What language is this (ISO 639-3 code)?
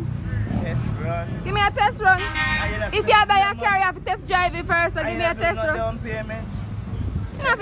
jam